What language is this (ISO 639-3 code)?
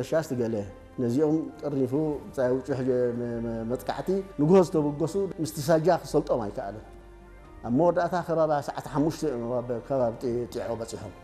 tir